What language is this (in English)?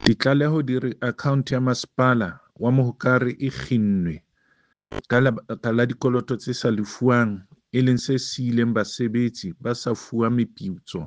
Southern Sotho